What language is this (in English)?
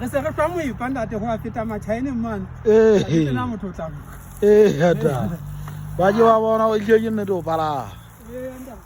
Southern Sotho